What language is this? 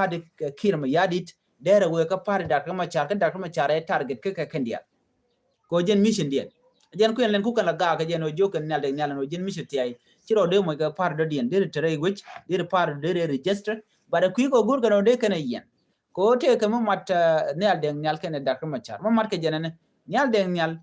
Nuer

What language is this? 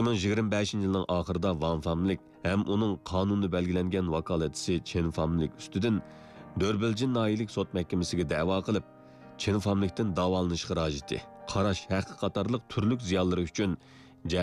Uyghur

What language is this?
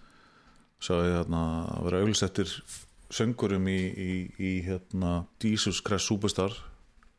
Icelandic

